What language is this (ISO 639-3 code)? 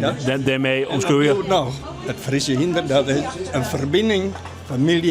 fry